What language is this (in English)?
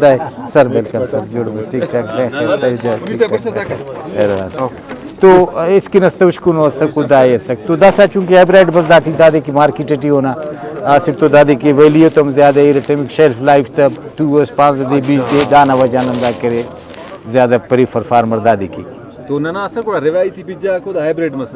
Brahui